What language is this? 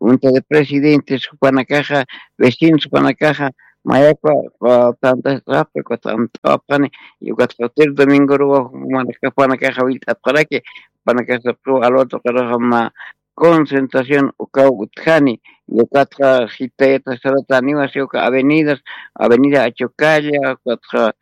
Aymara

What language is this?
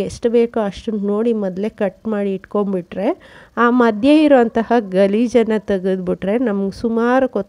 Kannada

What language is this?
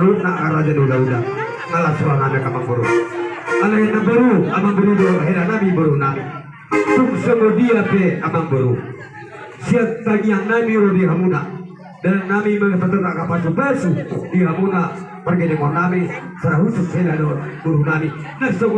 Batak Toba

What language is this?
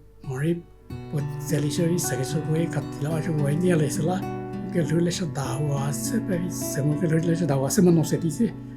Angami Naga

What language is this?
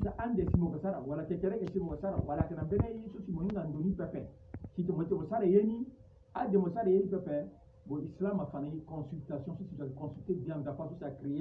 Sango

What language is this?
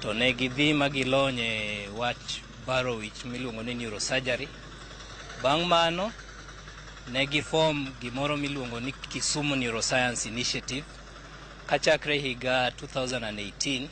Luo (Kenya and Tanzania)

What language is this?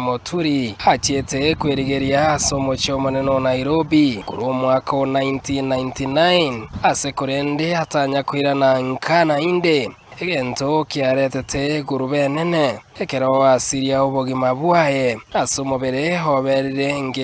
Gusii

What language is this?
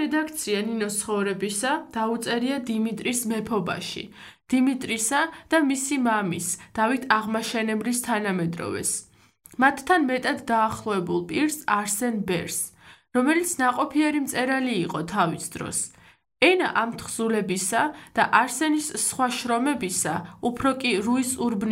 Georgian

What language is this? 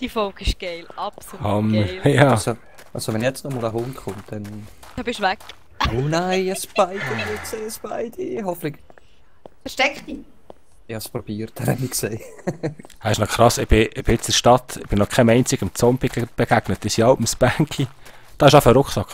Swiss German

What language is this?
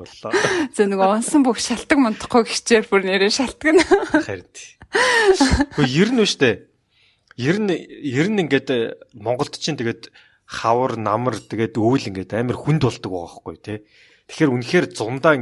Mongolian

